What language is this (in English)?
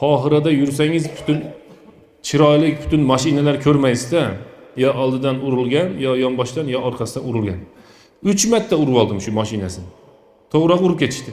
Uzbek